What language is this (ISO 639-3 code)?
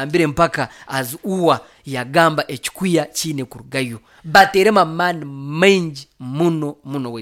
nyo